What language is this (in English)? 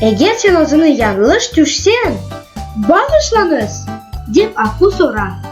Crimean Tatar